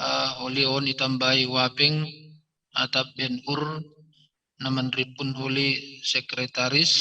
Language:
Batak Simalungun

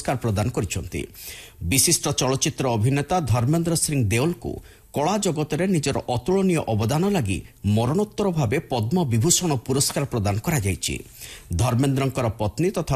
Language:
Odia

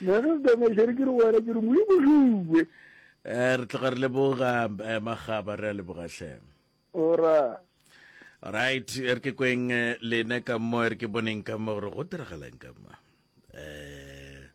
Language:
Northern Sotho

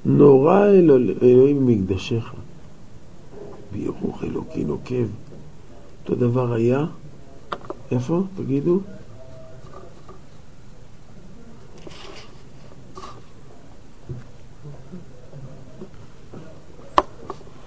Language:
Hebrew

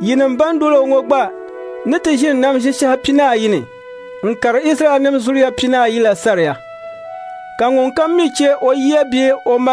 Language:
Dagbani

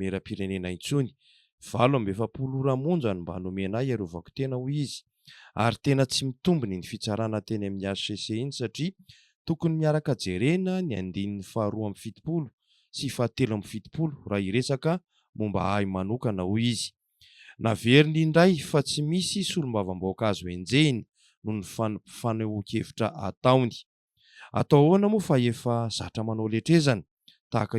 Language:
Malagasy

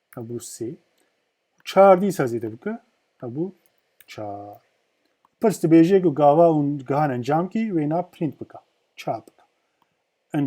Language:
Kurdish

